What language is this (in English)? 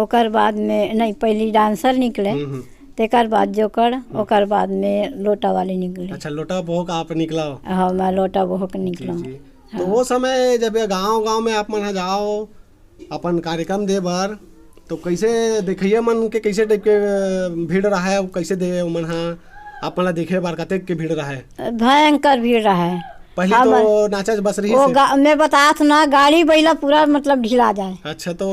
Chhattisgarhi